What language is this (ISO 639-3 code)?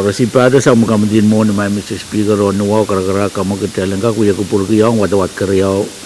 pon